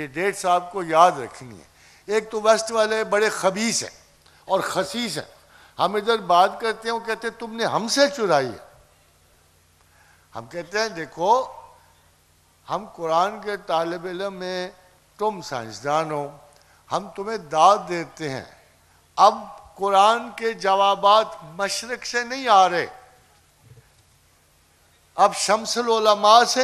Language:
Urdu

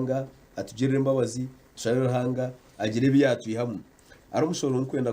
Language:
Nyankole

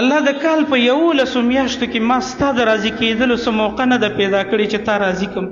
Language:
Pashto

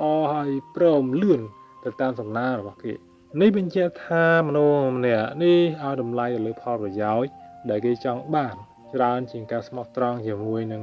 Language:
Khmer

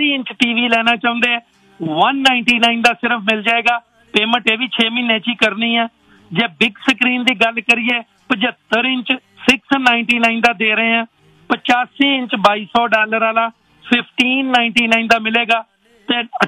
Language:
Punjabi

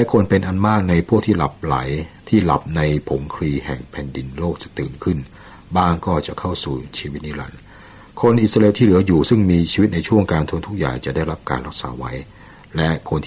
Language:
Thai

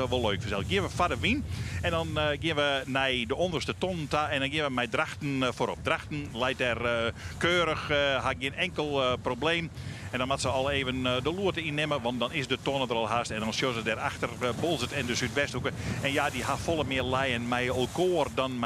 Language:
Western Frisian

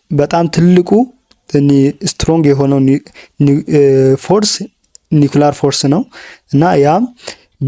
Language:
Amharic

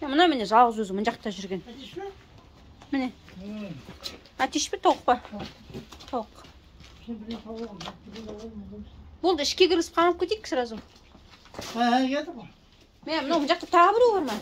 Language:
Kazakh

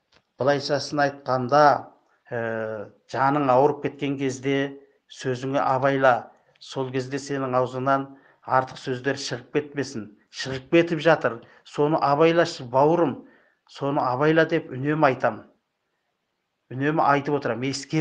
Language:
Kazakh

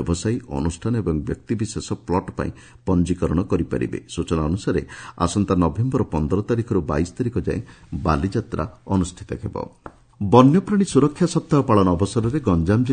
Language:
Odia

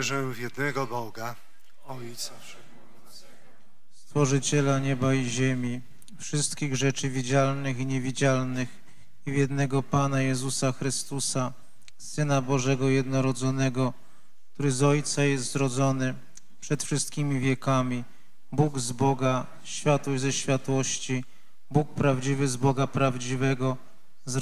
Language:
Polish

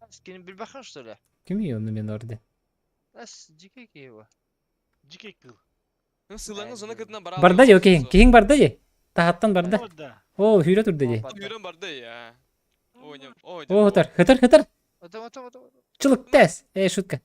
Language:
Yakut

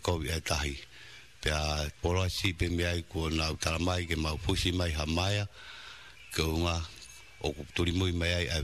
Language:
Tongan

